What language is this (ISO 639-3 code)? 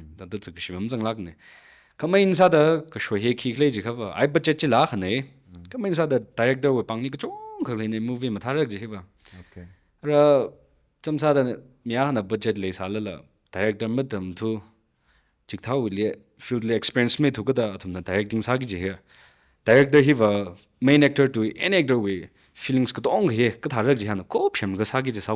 nmf